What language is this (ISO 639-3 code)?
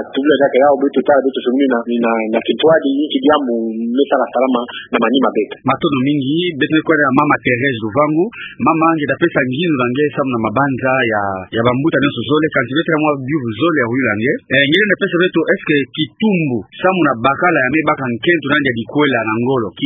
ktu